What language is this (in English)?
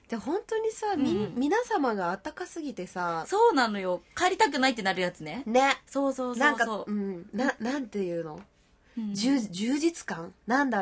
Japanese